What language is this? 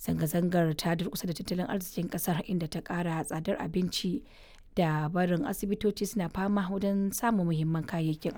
Hausa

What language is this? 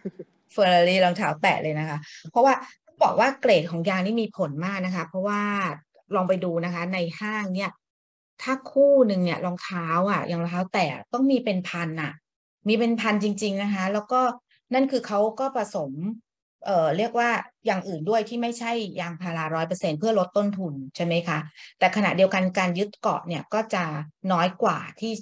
Thai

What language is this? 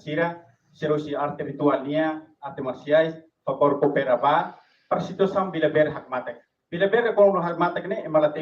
Tetum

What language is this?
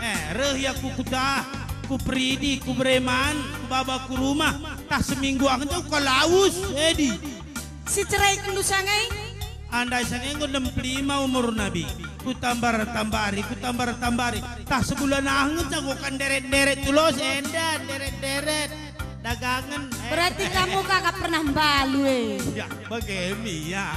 Batak Karo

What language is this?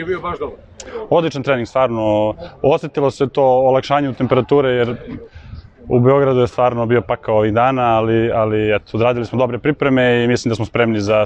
Serbian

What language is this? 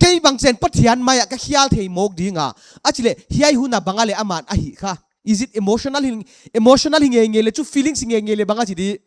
Paite Chin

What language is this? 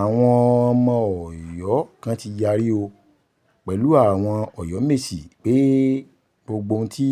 Yoruba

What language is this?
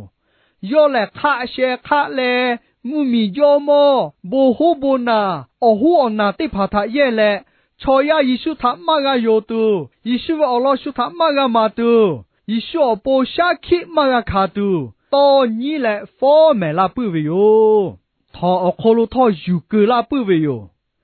Lahu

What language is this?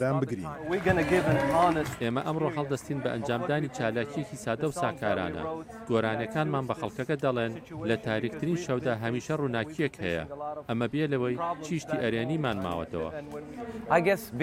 Central Kurdish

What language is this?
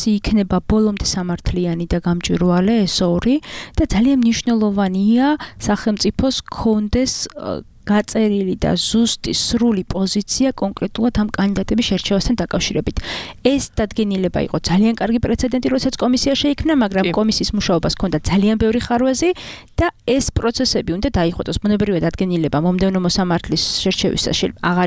Georgian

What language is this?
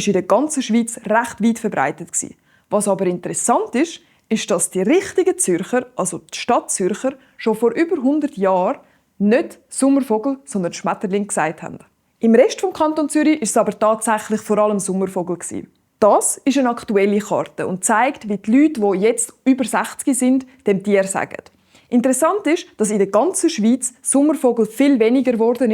Swiss German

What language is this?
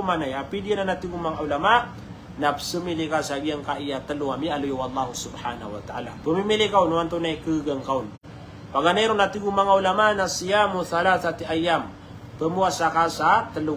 Maranao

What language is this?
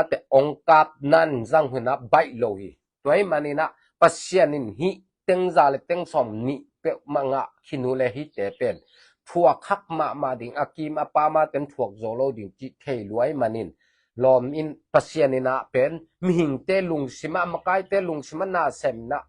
Tedim Chin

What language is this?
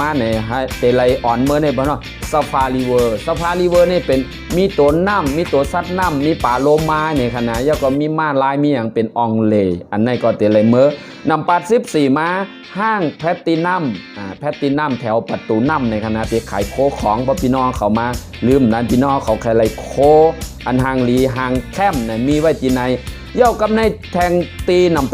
Shan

